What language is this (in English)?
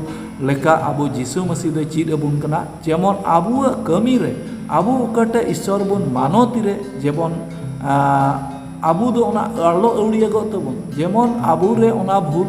Santali